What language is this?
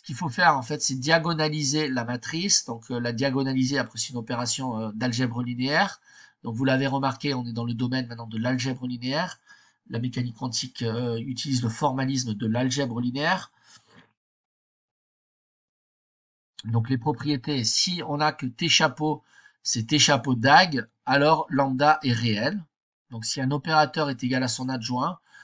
French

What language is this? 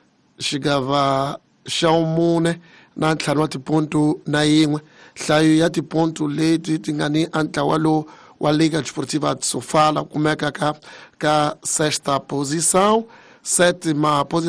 Tsonga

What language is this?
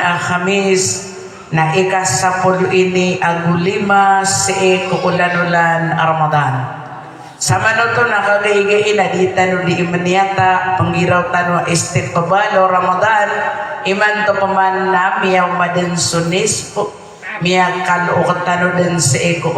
Maranao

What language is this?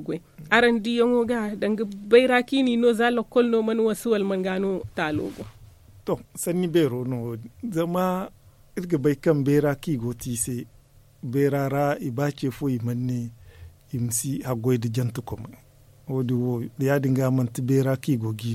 Zarma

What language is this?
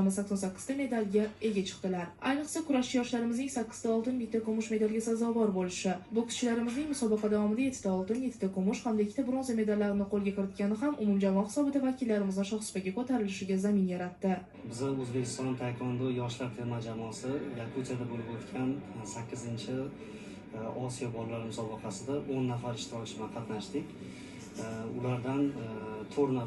Uzbek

